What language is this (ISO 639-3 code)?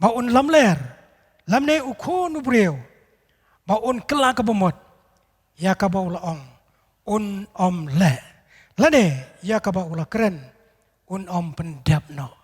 kha